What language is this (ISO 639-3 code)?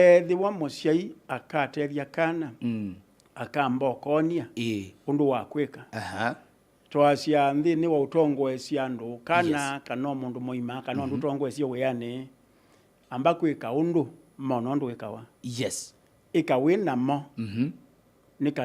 kam